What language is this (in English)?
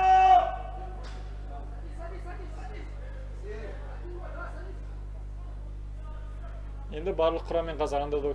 Kazakh